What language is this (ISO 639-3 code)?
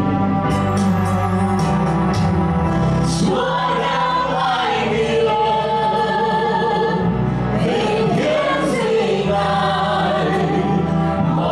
vie